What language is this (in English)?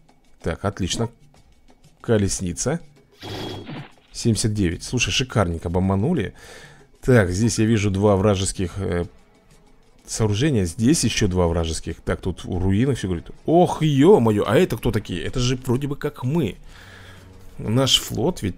Russian